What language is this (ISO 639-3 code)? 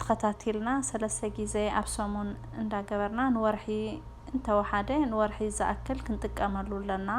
tir